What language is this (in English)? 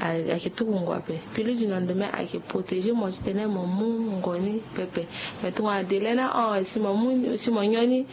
Sango